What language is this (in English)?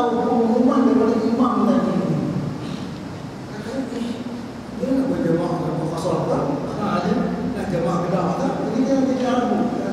Malay